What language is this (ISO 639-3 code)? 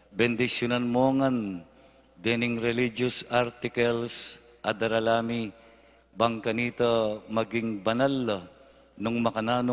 pam